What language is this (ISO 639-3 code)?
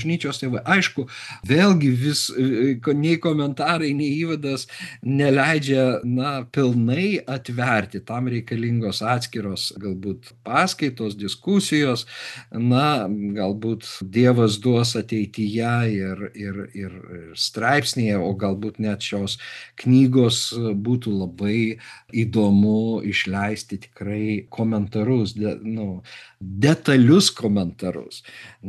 lit